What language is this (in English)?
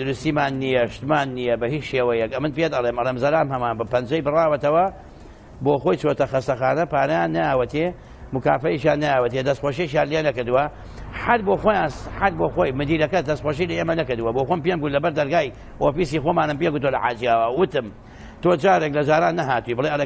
Central Kurdish